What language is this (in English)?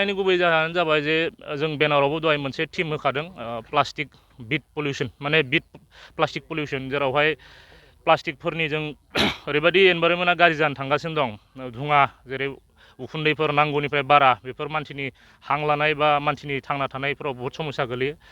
Bodo